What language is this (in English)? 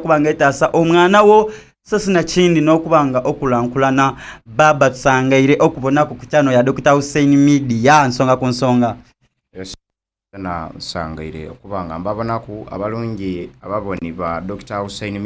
Soga